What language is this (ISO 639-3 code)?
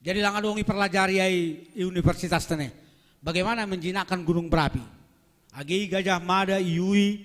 bts